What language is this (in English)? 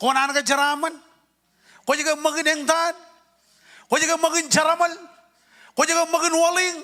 Marshallese